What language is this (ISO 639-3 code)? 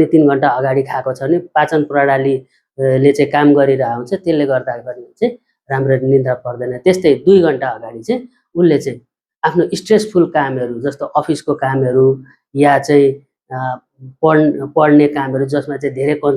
nep